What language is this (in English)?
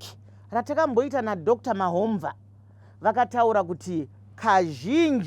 Shona